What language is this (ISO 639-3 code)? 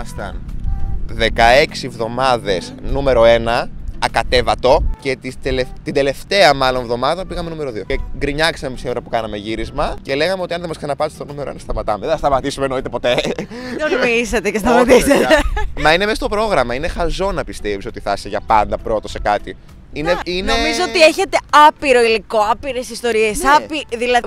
ell